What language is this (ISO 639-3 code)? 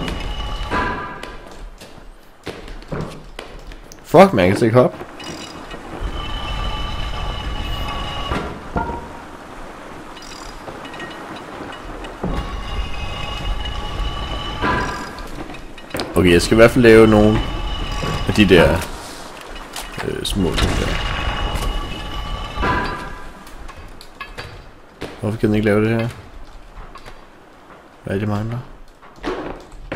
dan